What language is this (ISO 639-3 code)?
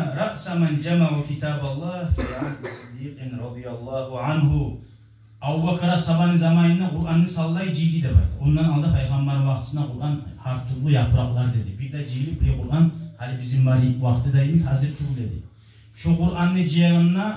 kum